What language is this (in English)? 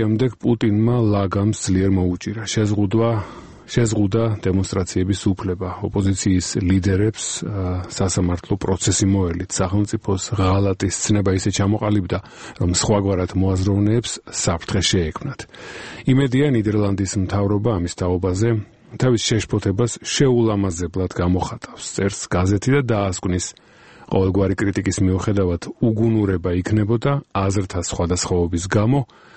Georgian